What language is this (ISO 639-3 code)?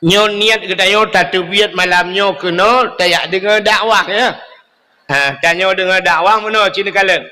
ace